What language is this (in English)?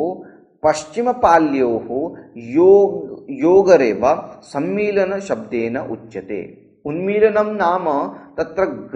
Sanskrit